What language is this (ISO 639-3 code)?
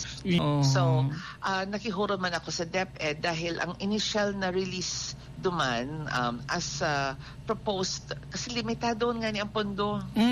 bik